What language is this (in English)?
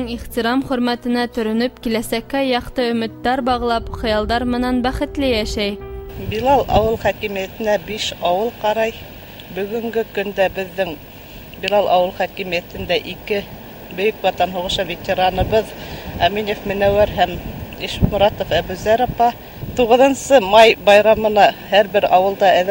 Bashkir